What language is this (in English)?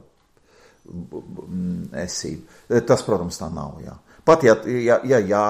Latvian